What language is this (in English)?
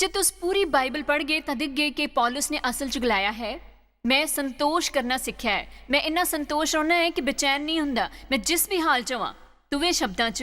Dogri